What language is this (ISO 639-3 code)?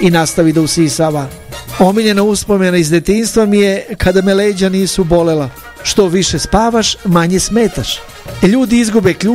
srp